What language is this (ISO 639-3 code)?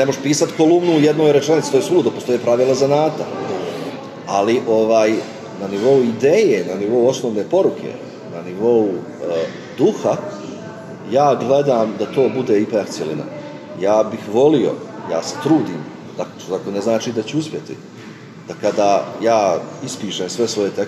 bos